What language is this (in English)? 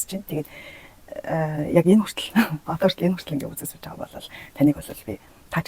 Mongolian